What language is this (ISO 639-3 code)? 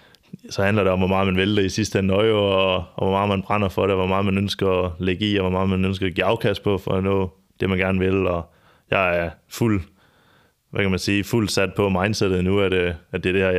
dan